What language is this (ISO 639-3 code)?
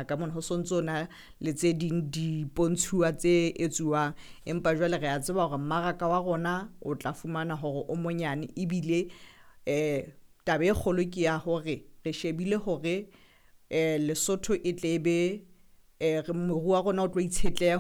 sot